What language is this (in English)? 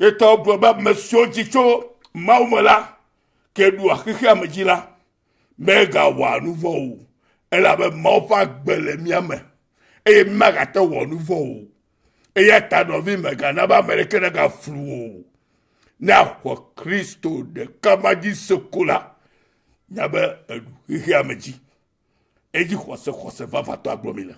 Ewe